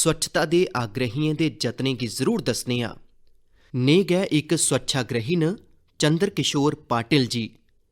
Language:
Dogri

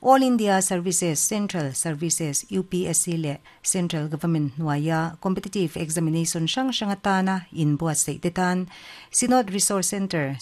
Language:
Mizo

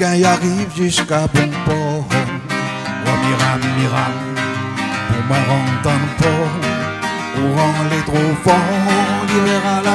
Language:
Réunion Creole French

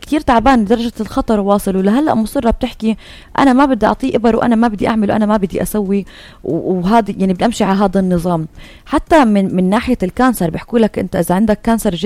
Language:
North Levantine Arabic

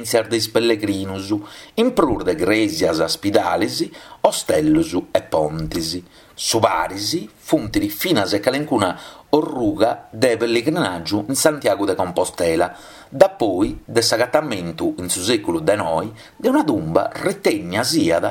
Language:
Sardinian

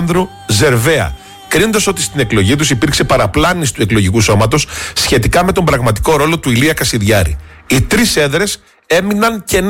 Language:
Greek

